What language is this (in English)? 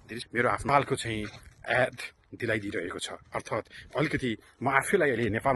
Nepali